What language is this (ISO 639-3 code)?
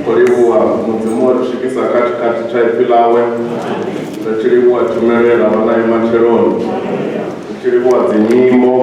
ven